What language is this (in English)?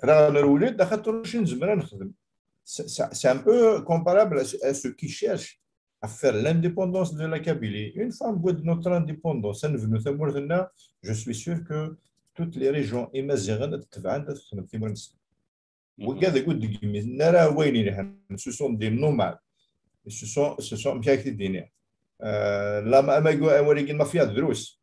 Kabyle